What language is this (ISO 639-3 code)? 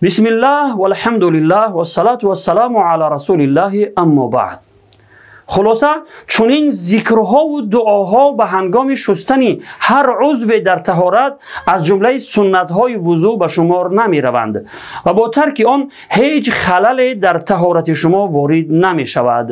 tgk